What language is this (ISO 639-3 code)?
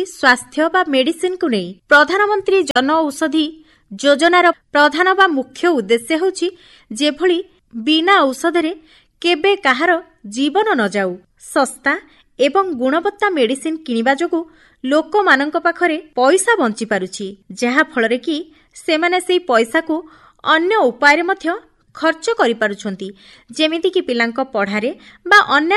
ori